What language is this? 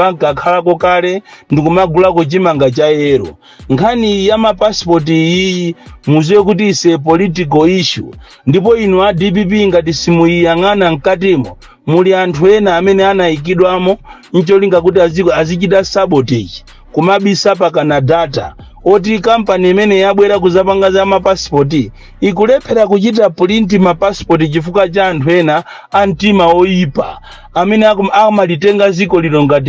Nyanja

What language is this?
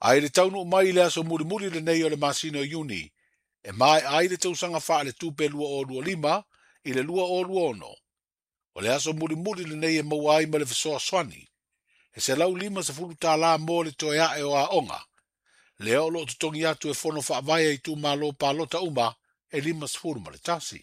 Samoan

